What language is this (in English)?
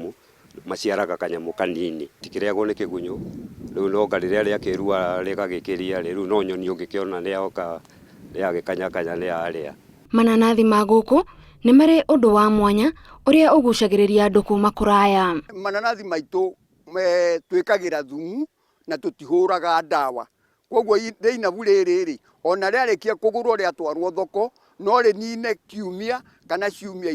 Kikuyu